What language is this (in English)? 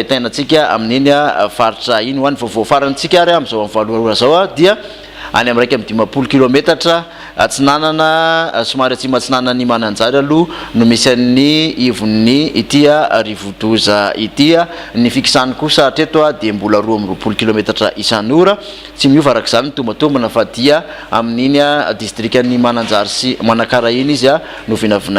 Malagasy